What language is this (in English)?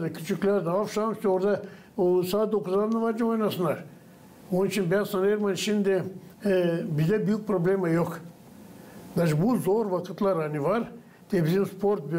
Gagauz